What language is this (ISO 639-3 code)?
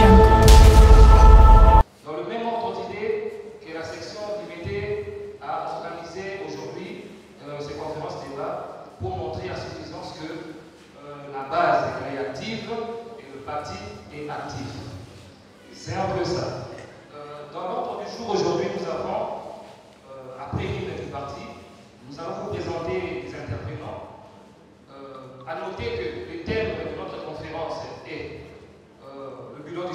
fra